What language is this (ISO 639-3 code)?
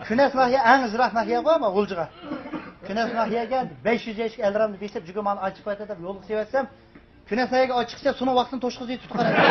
uig